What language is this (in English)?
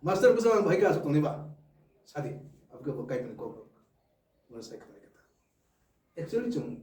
Kok Borok